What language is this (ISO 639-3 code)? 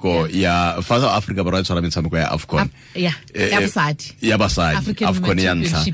tsn